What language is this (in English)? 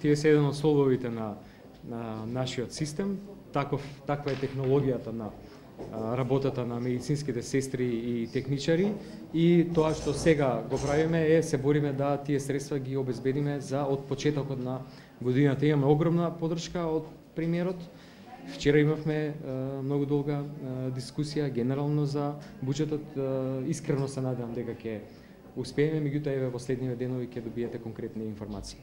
Macedonian